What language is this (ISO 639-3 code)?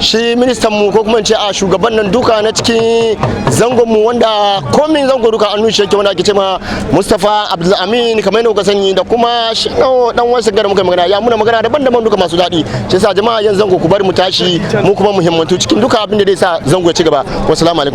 hau